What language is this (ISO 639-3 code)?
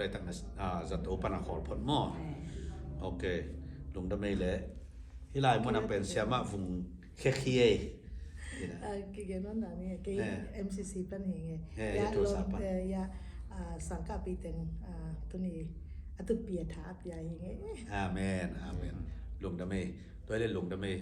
ctd